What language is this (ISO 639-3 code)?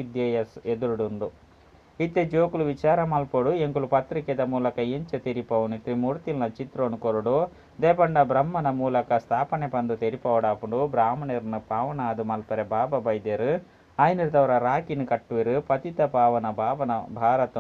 tcy